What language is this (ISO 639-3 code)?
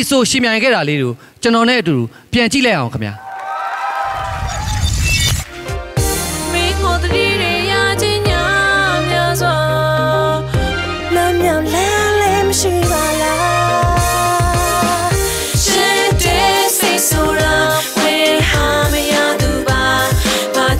mya